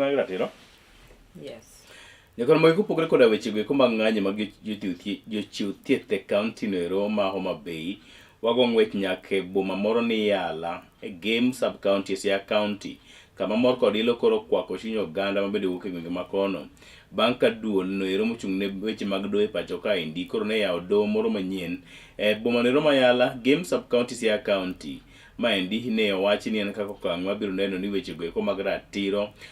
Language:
Luo (Kenya and Tanzania)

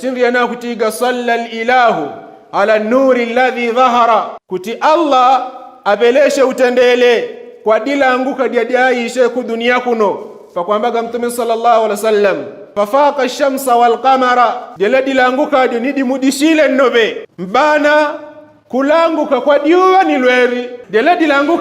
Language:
Yao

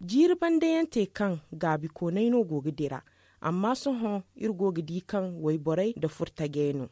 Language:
Zarma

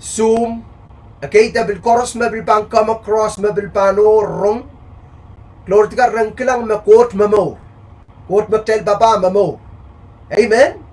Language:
Pohnpeian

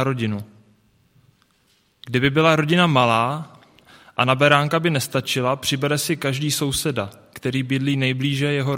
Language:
Czech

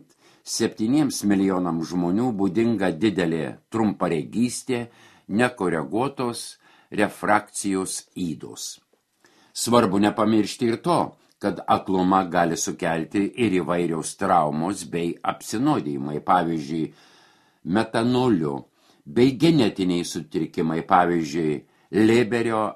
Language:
Lithuanian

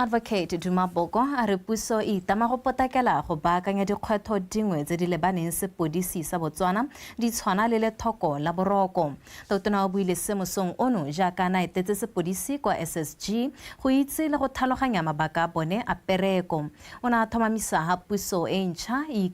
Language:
Tswana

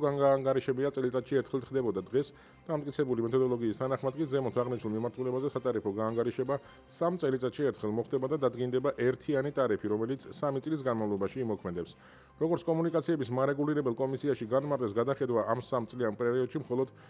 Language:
Georgian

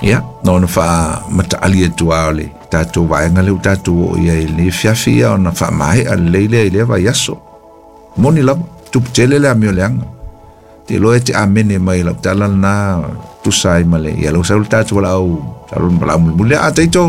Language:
Samoan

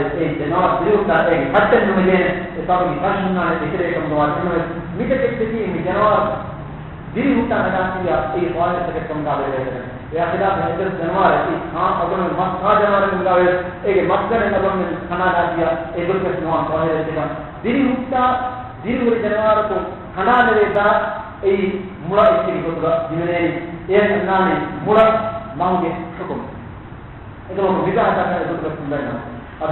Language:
Divehi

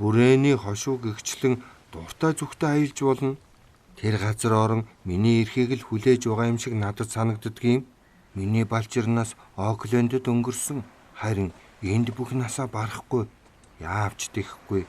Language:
Mongolian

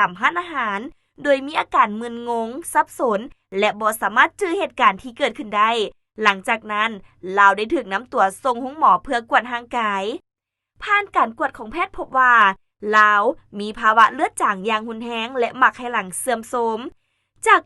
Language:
Lao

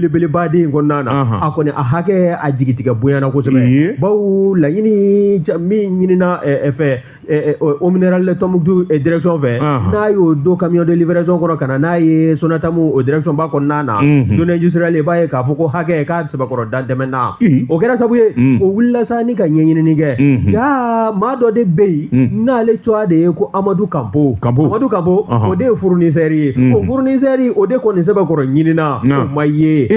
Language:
Bambara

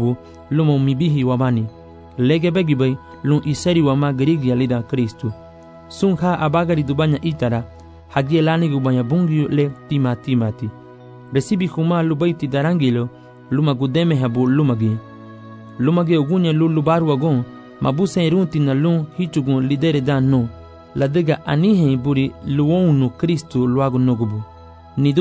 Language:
Garifuna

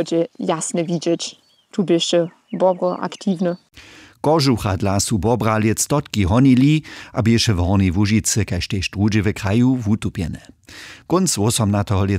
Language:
Upper Sorbian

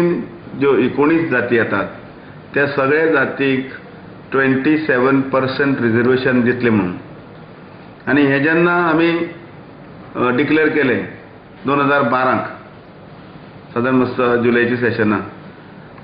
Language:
Konkani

